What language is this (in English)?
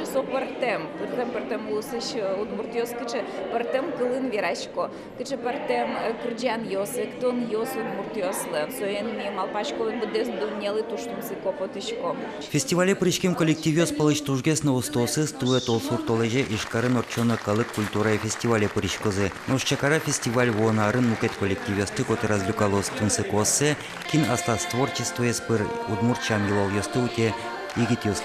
Udmurt